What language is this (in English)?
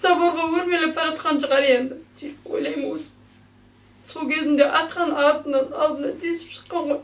Kazakh